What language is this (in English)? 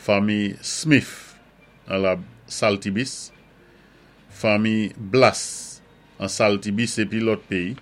Saint Lucian Creole French